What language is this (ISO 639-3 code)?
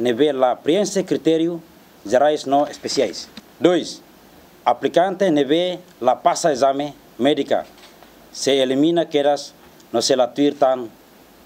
tet